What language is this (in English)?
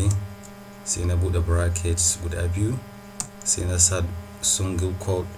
Hausa